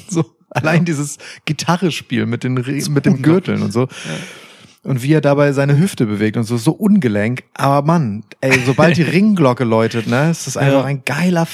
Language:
German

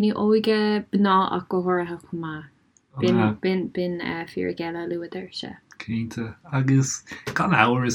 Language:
Irish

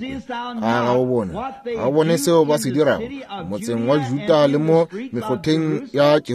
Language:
Northern Sotho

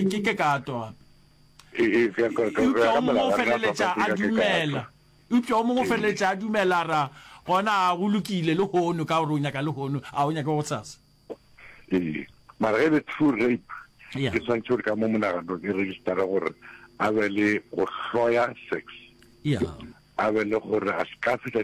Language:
Northern Sotho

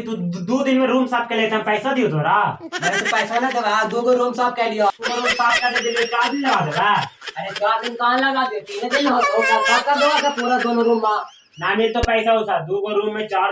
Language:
Magahi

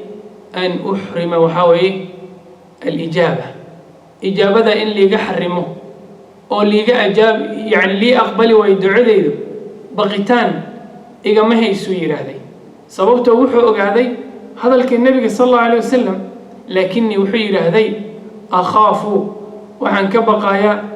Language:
Somali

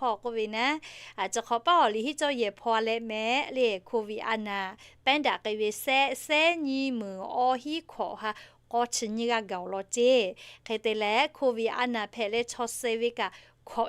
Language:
Lahu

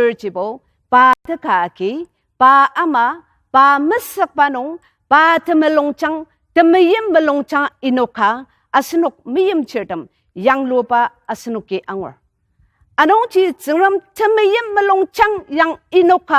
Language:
Ao Naga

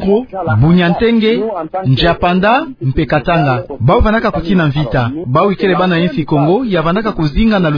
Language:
Kituba (Democratic Republic of Congo)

